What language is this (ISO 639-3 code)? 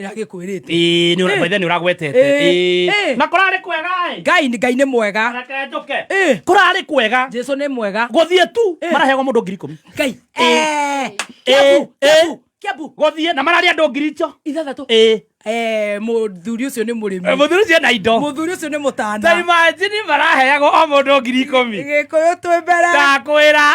kik